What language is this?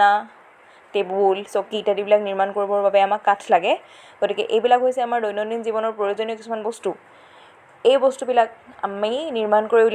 Assamese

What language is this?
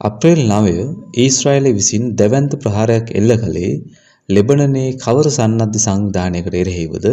Sinhala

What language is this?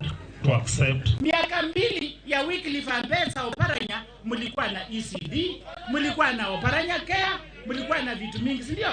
Luo (Kenya and Tanzania)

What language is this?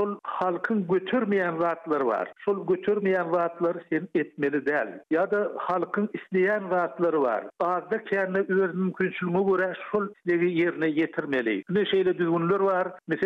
Turkmen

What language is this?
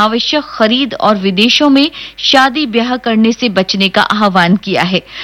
Hindi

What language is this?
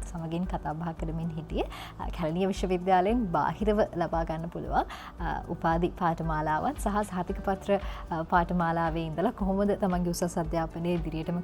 Sinhala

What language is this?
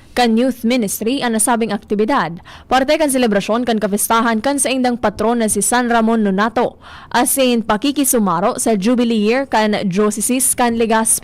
Bikol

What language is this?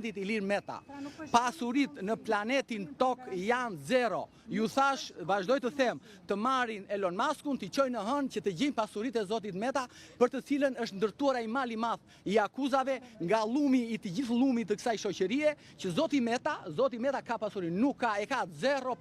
Albanian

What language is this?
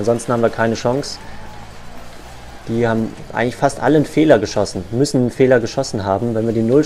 German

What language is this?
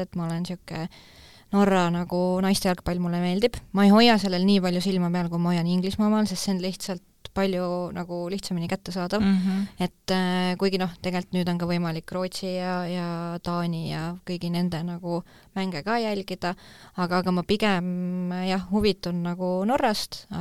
Estonian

